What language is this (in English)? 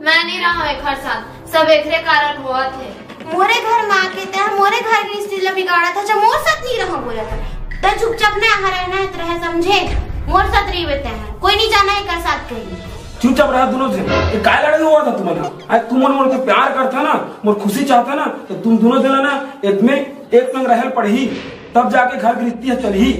Chhattisgarhi